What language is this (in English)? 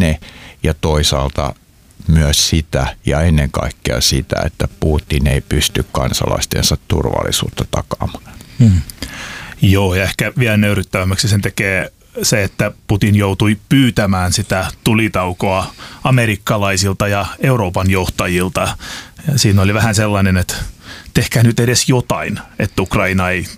Finnish